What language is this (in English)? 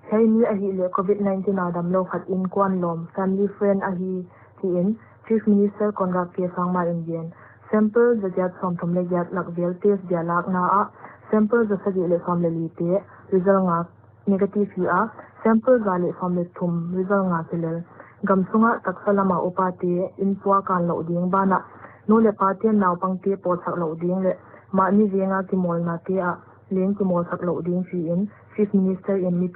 Paite Chin